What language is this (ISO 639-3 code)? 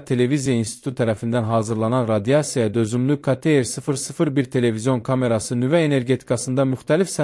aze